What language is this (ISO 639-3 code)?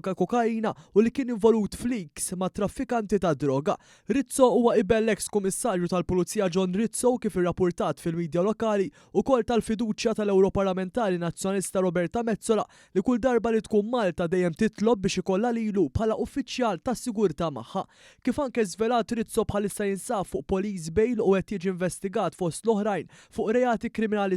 mlt